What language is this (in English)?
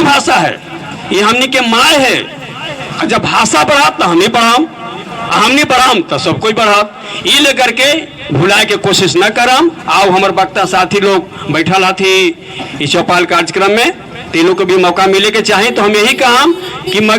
Magahi